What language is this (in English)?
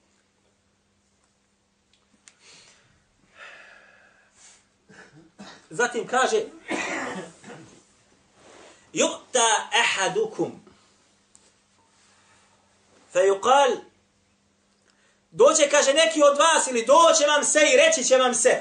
Bosnian